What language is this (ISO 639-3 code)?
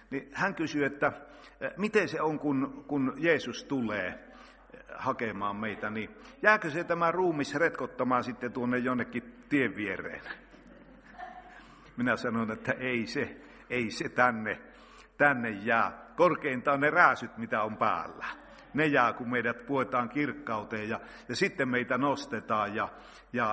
fin